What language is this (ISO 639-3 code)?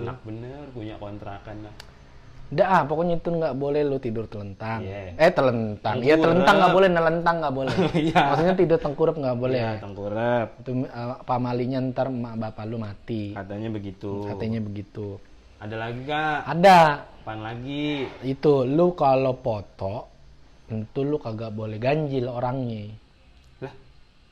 bew